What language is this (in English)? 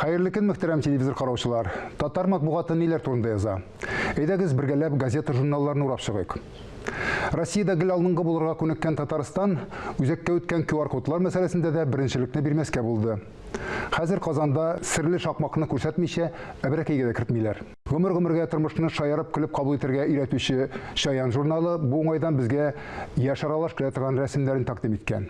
Tatar